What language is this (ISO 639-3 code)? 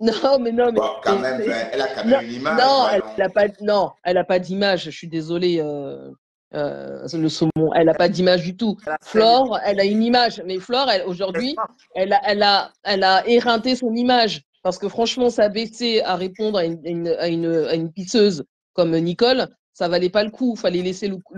fra